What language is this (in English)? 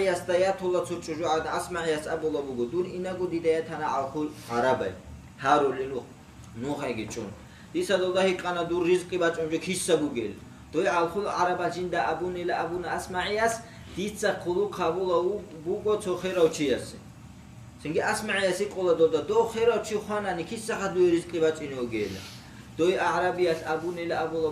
Avaric